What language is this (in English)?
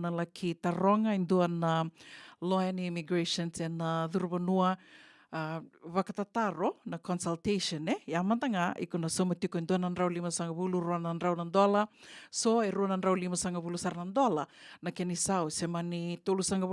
Fijian